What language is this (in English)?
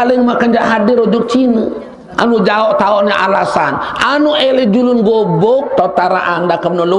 Sasak